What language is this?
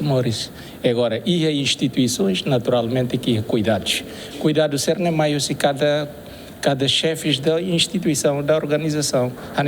Tetum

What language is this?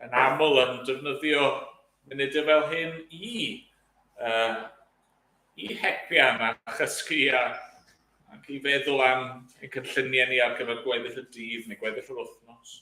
Welsh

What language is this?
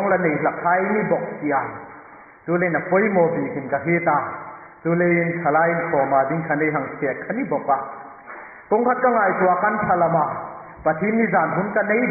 Hmar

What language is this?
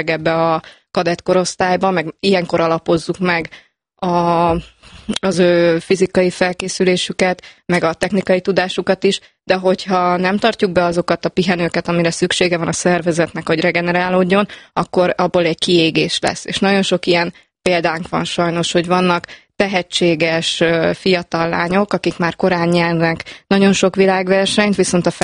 Hungarian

